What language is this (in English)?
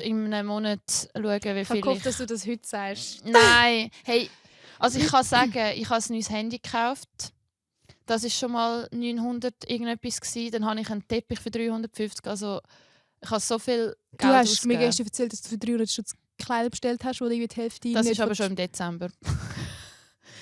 Swiss German